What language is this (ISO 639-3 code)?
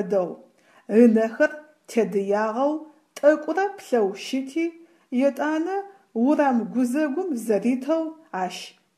ady